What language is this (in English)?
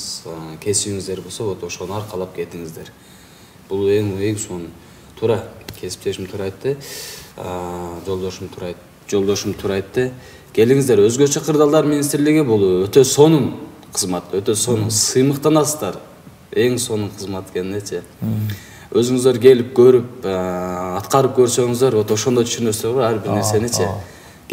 Kyrgyz